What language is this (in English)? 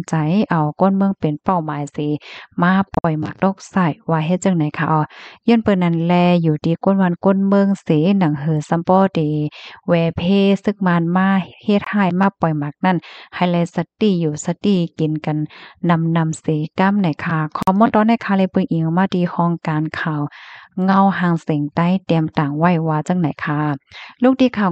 Shan